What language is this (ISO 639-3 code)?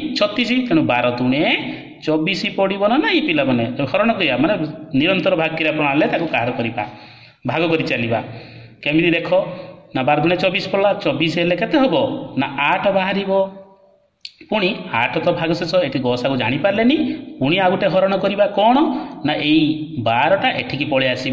ori